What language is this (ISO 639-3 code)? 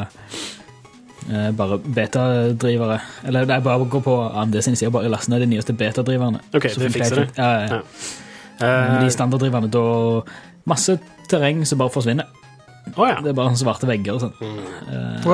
nor